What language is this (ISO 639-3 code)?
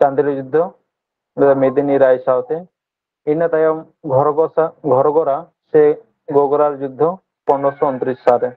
sat